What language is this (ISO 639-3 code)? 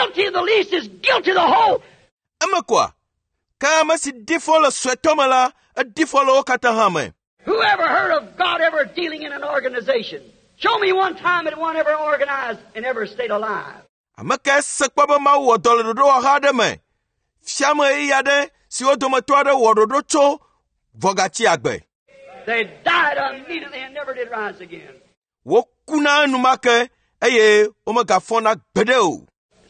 ewe